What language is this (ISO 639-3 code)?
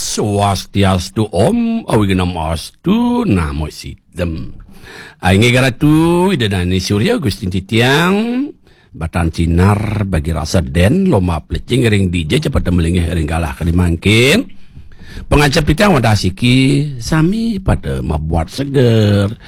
ban